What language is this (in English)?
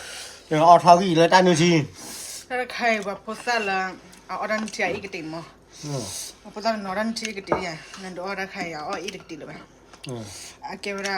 S'gaw Karen